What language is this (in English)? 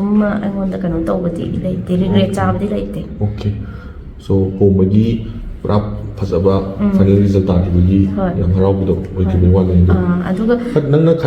Manipuri